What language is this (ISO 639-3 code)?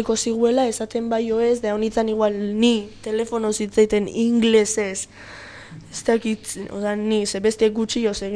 eus